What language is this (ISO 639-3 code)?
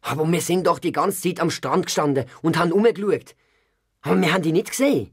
gsw